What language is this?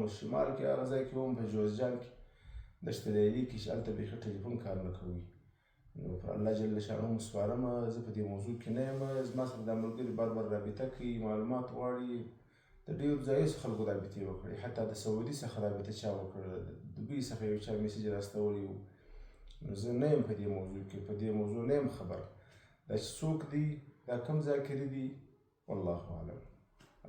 Pashto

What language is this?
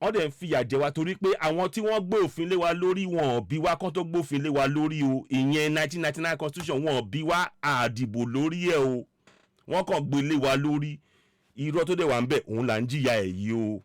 Yoruba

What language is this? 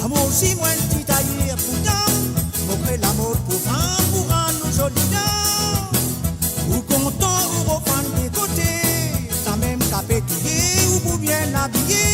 Morisyen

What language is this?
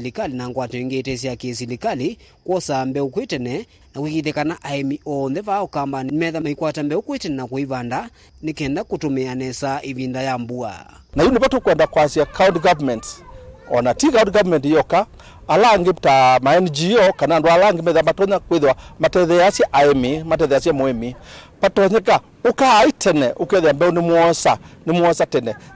Kamba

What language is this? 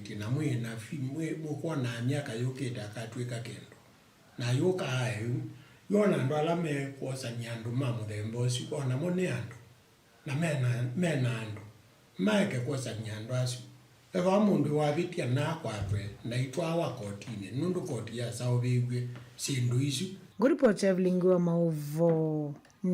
Kamba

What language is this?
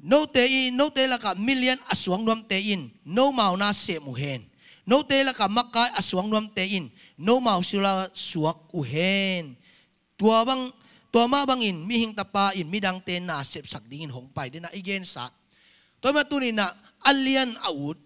Tedim Chin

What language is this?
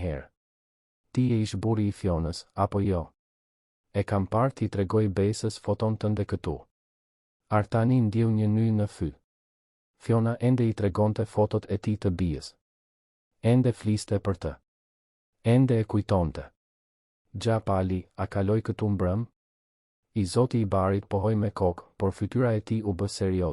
Albanian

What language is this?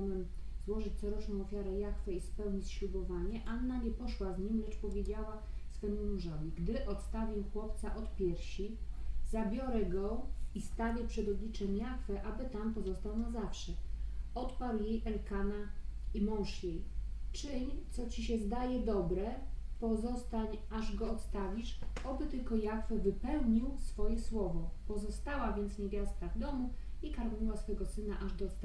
Polish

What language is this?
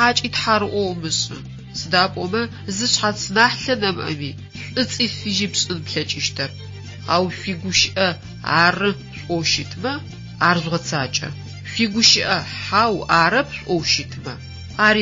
Adyghe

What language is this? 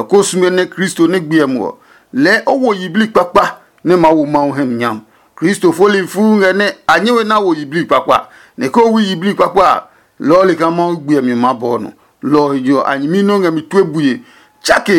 Adangme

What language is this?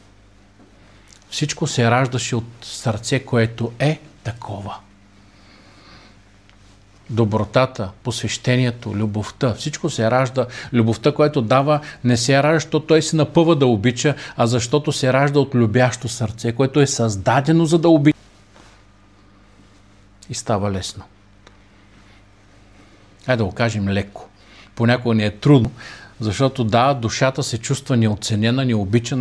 Bulgarian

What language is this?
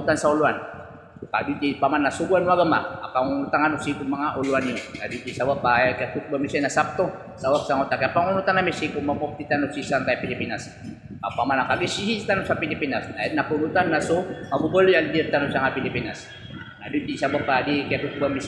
Maranao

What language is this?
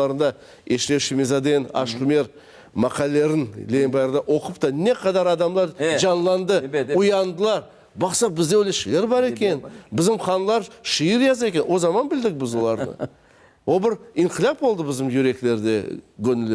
Crimean Tatar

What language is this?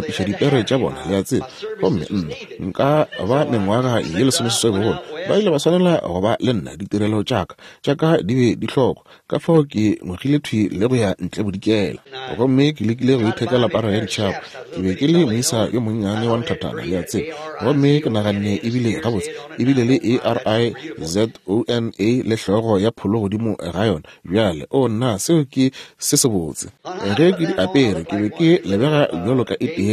Northern Sotho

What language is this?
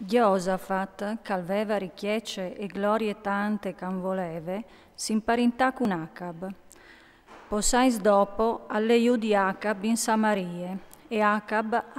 Friulian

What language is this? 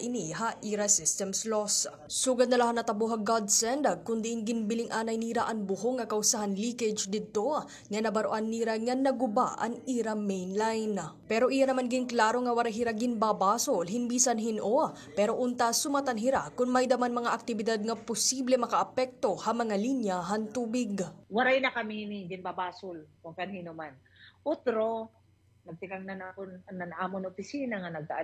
Waray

